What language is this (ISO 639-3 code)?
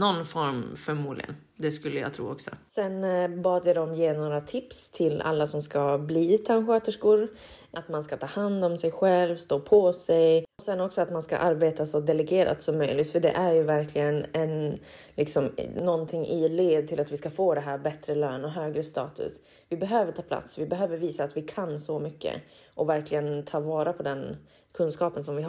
swe